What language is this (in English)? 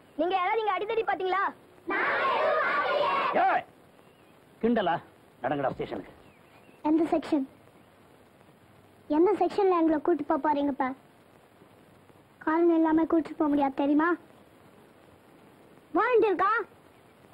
Tamil